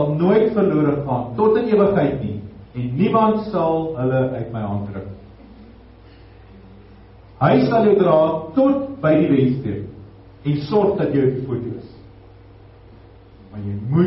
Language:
Afrikaans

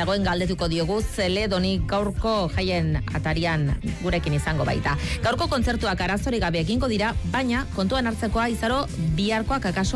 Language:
Basque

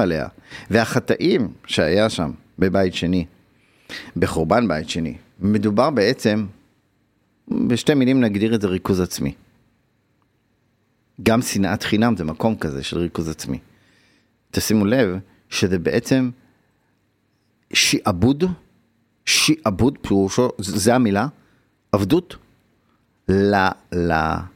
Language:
Hebrew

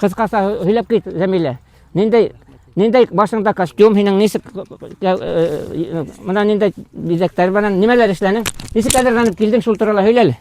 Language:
Bashkir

